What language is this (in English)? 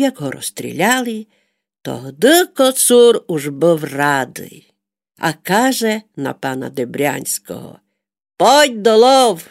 Rusyn